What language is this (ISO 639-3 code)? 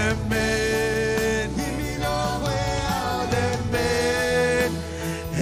mah